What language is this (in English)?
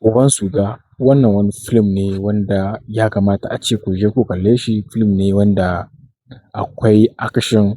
Hausa